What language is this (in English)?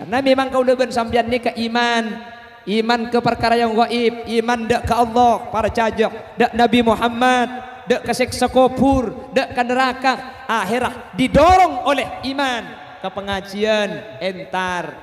Madurese